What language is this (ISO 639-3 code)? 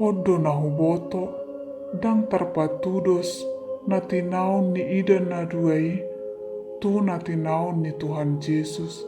bbc